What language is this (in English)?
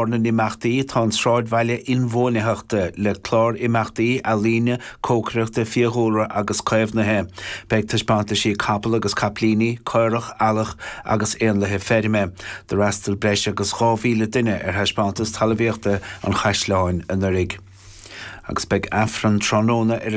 Irish